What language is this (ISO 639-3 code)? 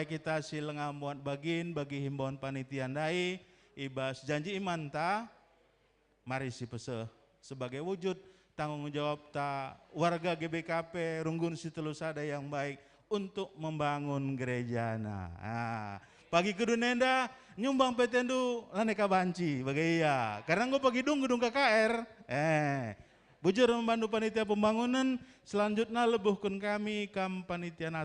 btx